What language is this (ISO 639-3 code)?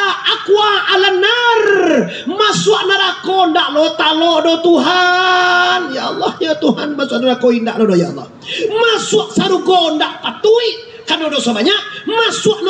min